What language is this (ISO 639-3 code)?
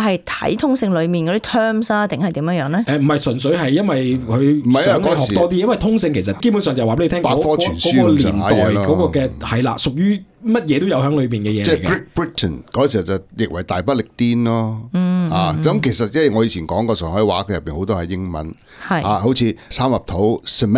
yue